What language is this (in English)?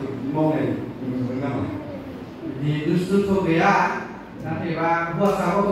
Bodo